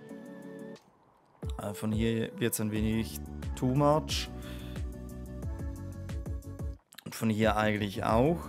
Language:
German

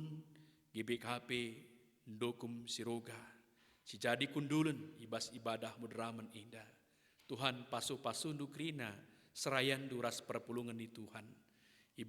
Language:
Batak Karo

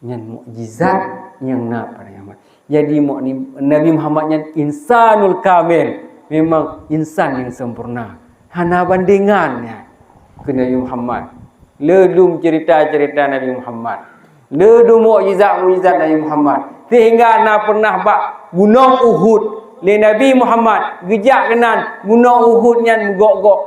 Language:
Achinese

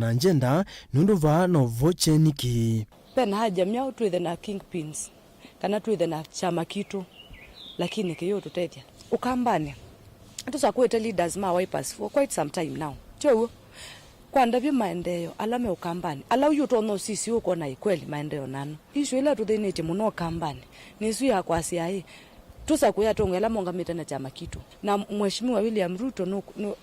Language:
Kamba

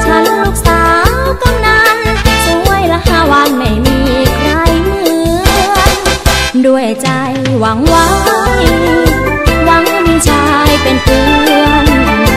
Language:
Thai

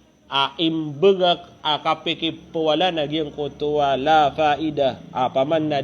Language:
Maranao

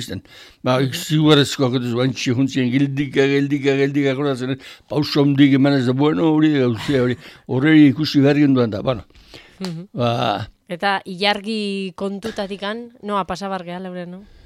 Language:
Basque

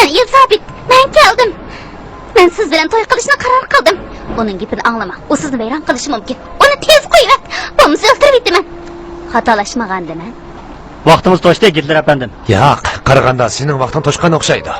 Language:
Uyghur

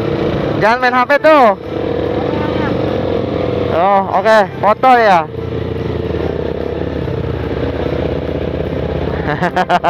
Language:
Indonesian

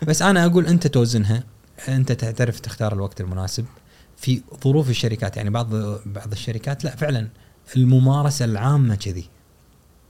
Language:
Gulf Arabic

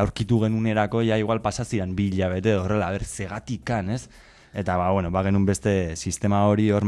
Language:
Basque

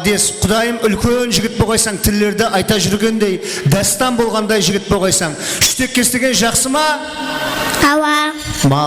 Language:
Kara-Kalpak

